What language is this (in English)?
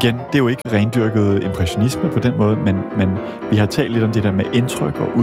Danish